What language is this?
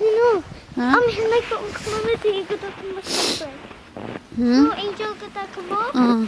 Hakha Chin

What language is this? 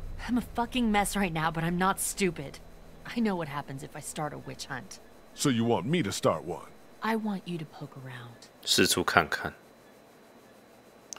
English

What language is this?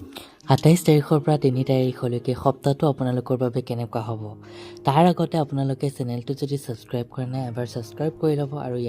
Assamese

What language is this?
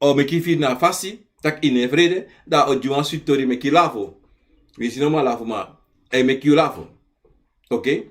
Sranan Tongo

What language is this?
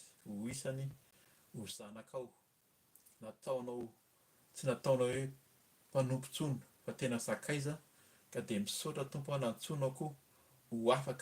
Malagasy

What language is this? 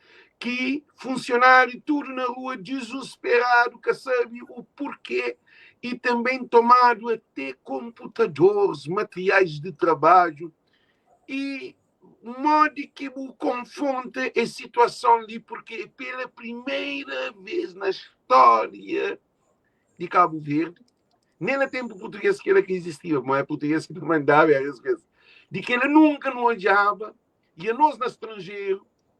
Kabuverdianu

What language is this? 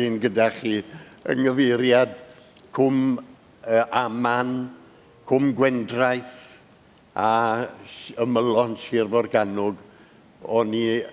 Welsh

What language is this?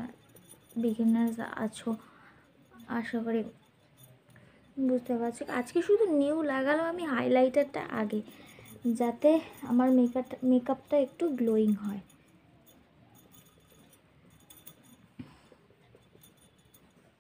Bangla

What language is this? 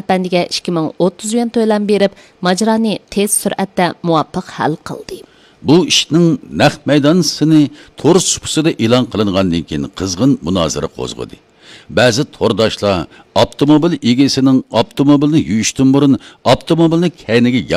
Uyghur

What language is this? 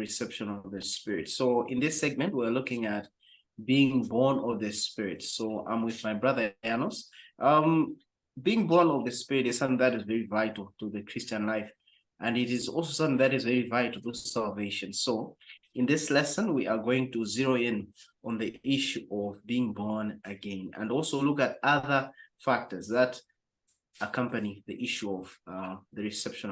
English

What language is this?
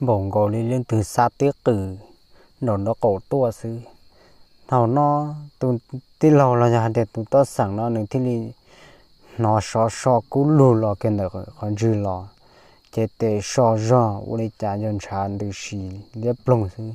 Hmong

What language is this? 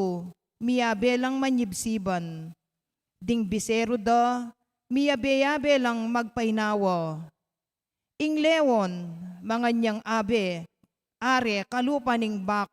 Pampanga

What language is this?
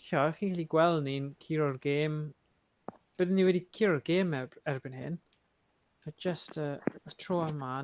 Welsh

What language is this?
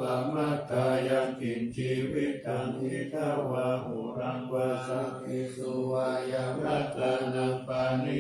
Pali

